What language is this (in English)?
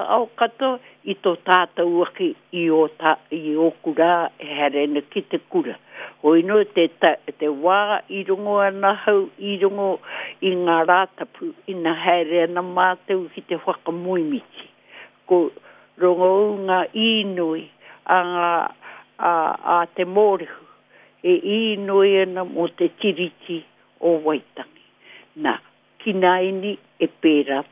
Māori